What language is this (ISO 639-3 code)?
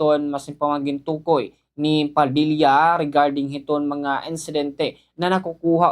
war